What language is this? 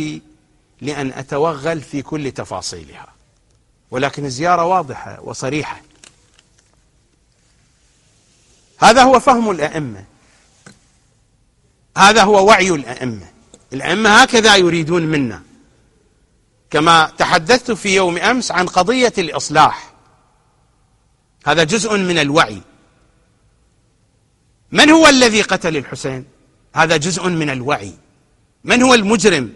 Arabic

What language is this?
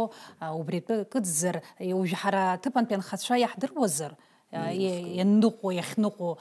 Abkhazian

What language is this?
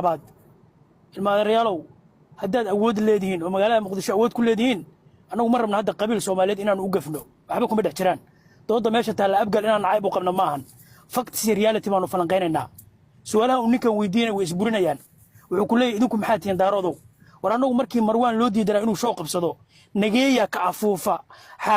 Somali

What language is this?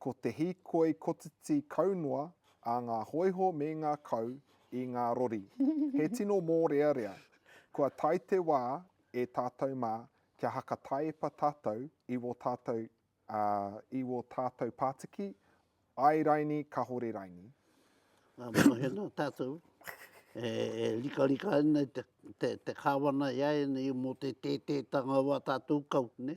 Māori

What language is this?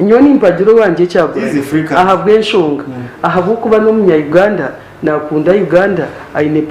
Nyankole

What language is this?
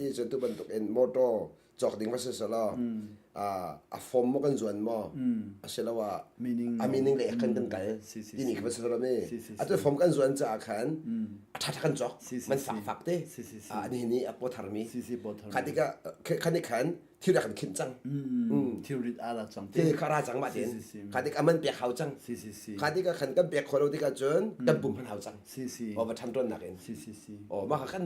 Hakha Chin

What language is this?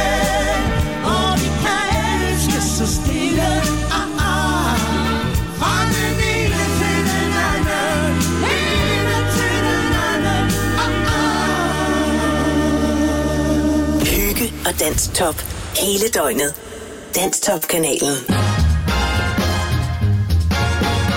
Danish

